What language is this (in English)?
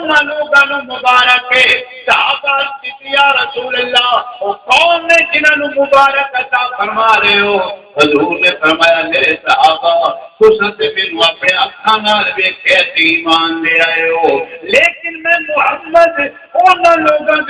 Saraiki